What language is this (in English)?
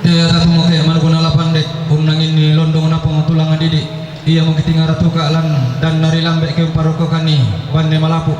Toraja-Sa'dan